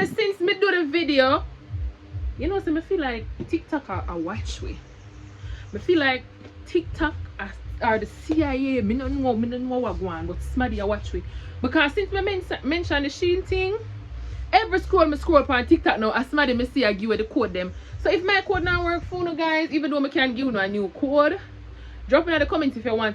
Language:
Jamaican Creole English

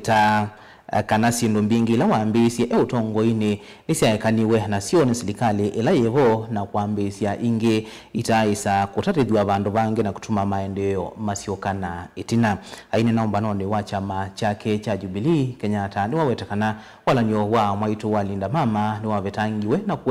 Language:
Kamba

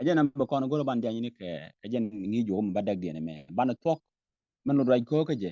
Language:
Nuer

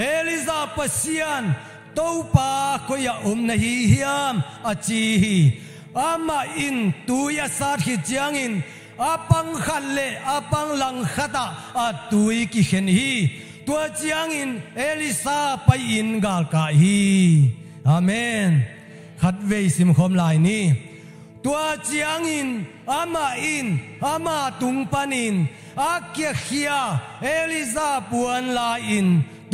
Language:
Tedim Chin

